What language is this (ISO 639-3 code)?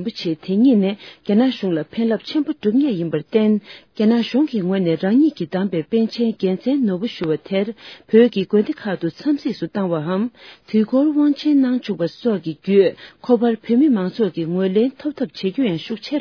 bod